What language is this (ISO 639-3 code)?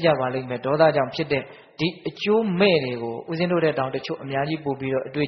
mya